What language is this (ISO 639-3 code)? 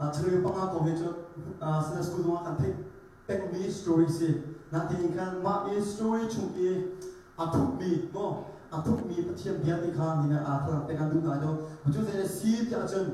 cnh